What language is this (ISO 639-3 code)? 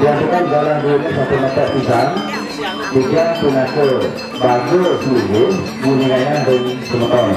ban